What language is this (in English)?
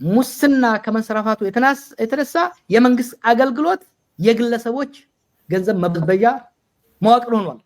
Amharic